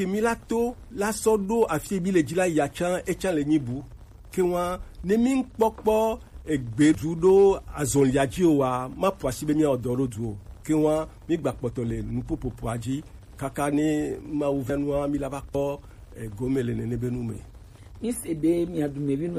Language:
Gen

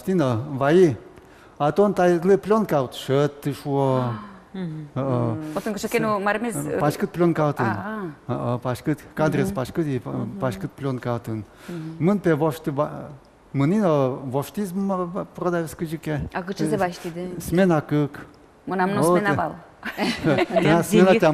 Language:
Udmurt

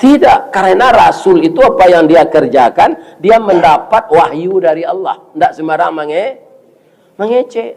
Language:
Minangkabau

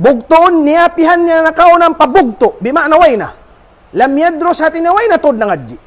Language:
Tausug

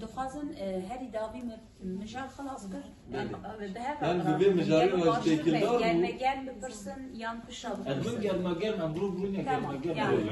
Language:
Kurdish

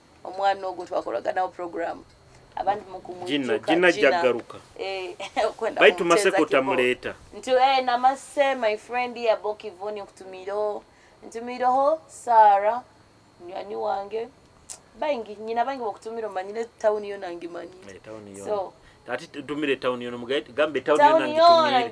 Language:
Nyoro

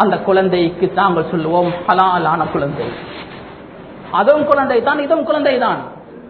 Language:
Tamil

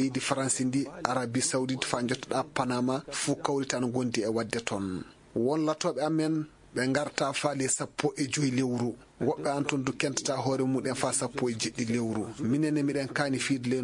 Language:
Fula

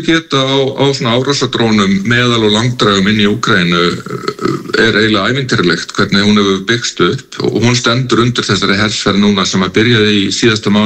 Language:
Icelandic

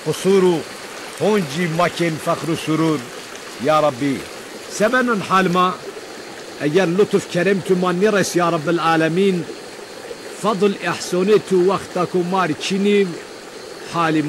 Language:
Zaza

